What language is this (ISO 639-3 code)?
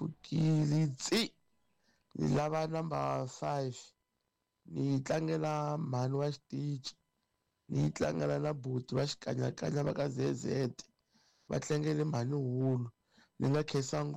tso